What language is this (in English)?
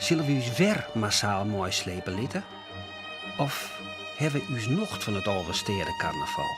Western Frisian